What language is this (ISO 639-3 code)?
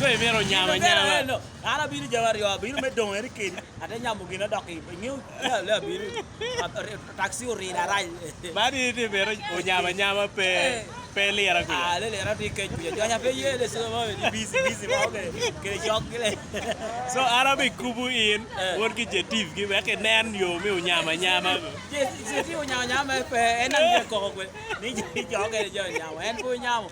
ach